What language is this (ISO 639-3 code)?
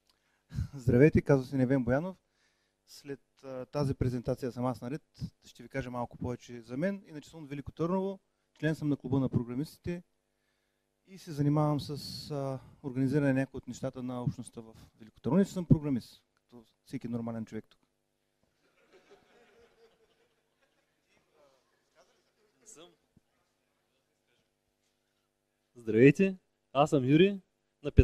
bul